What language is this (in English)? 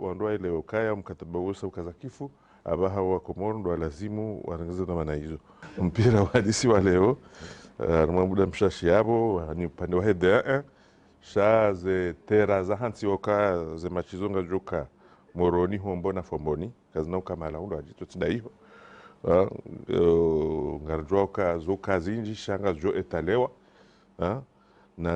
Ngazidja Comorian